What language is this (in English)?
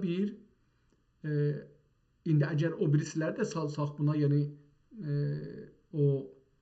South Azerbaijani